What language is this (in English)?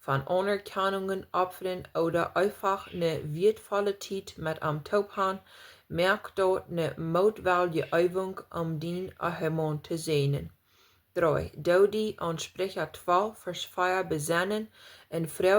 Plautdietsch